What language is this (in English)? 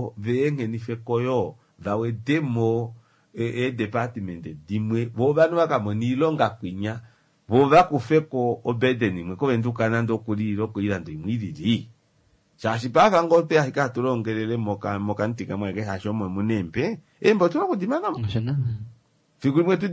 Kuanyama